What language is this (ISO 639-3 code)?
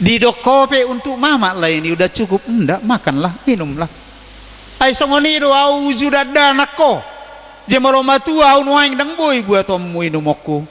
bbc